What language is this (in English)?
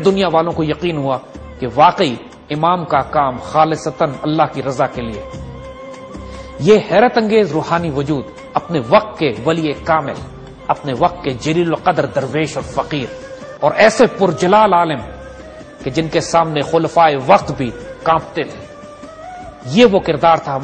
Urdu